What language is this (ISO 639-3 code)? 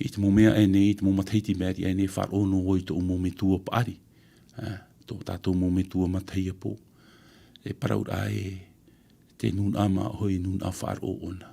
tah